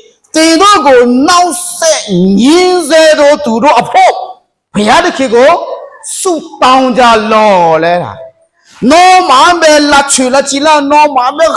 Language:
Akha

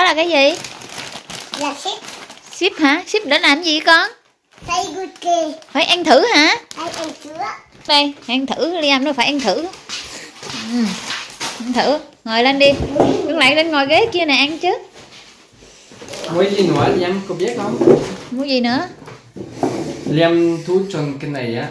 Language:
Vietnamese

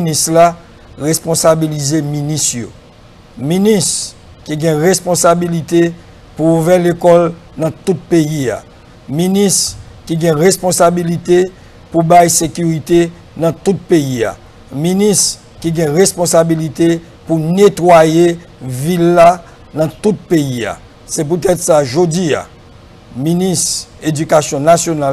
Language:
Haitian Creole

